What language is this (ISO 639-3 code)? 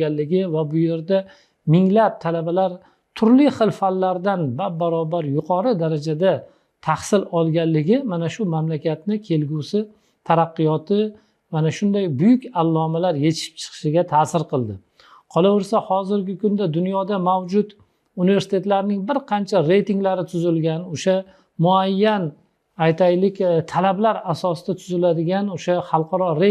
uzb